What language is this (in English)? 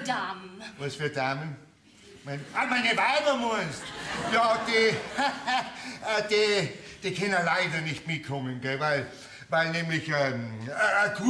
Bavarian